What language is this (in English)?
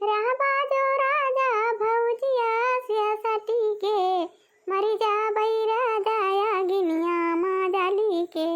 Awadhi